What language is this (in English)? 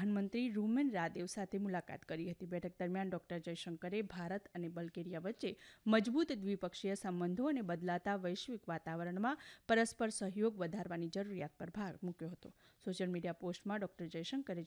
Gujarati